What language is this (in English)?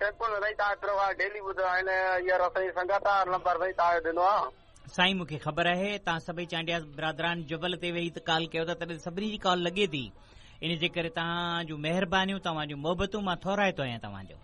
Sindhi